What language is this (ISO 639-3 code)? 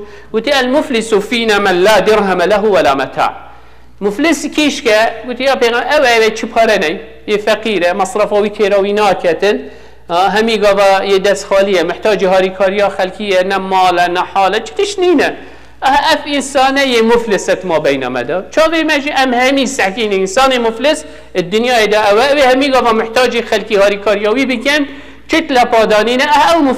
kur